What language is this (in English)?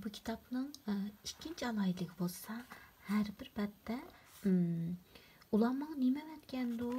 Uyghur